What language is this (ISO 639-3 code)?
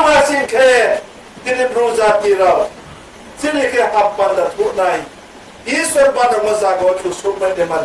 ria